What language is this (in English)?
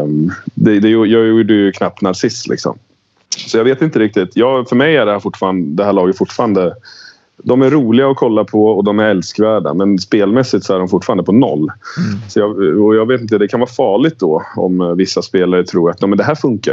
Swedish